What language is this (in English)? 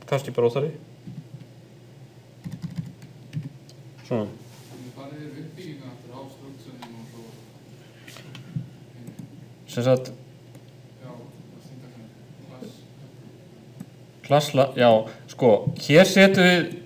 Icelandic